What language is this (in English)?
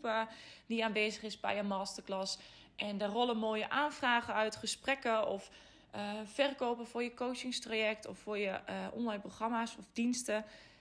Dutch